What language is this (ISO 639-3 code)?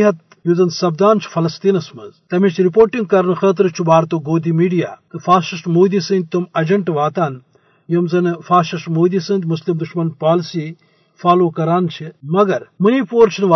kas